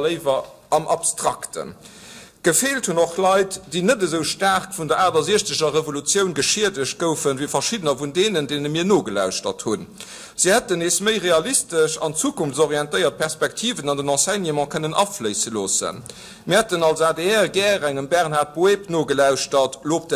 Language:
Luxembourgish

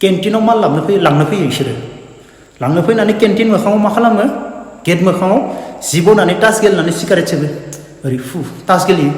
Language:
Bodo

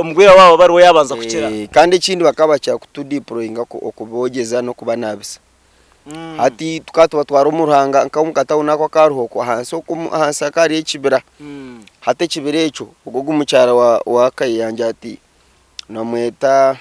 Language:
Nyankole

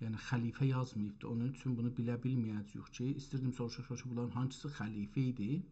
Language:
South Azerbaijani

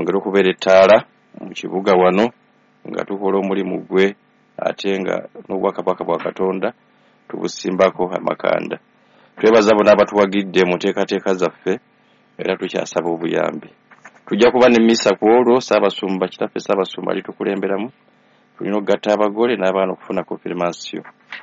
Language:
Ganda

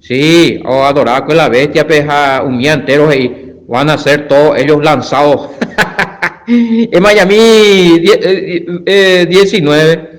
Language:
Guarani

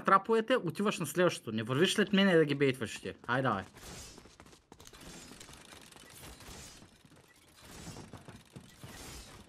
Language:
Bulgarian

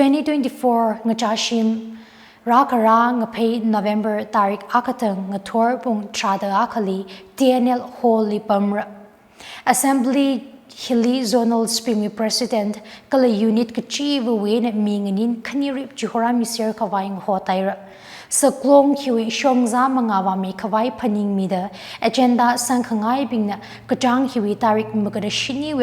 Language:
Tangkhul Naga (India)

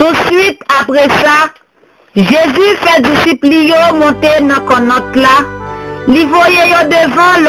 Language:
Haitian Creole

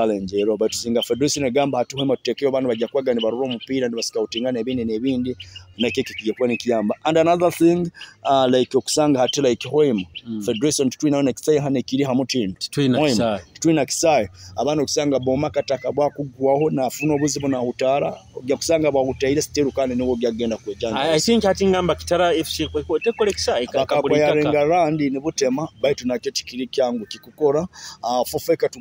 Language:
Nyoro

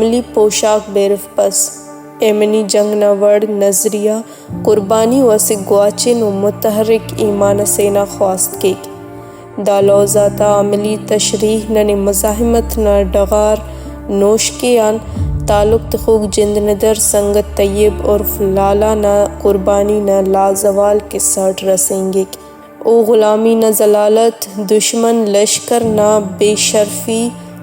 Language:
Brahui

